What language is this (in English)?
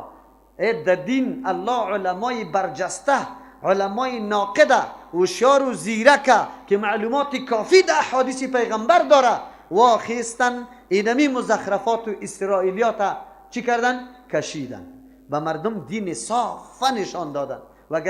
Persian